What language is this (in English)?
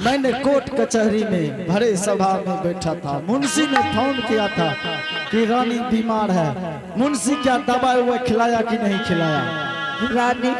Angika